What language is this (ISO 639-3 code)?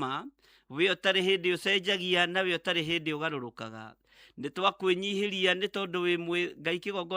kik